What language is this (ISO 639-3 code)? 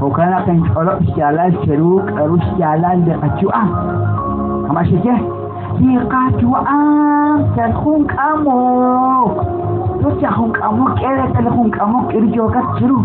kek